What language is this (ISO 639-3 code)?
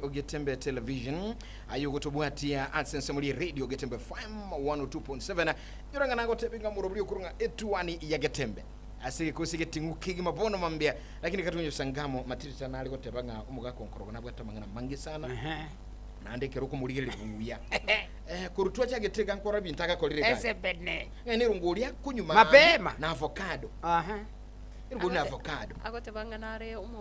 guz